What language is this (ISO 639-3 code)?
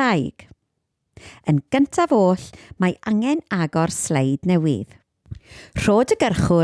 cym